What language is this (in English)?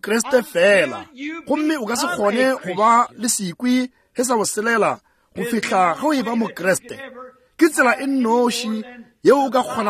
Northern Sotho